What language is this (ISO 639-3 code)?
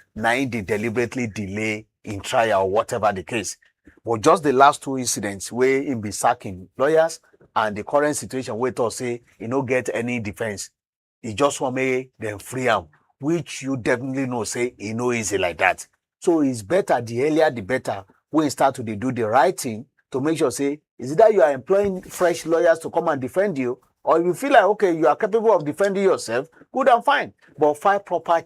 pcm